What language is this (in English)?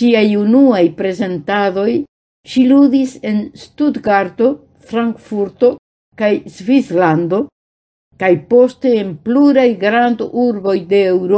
Esperanto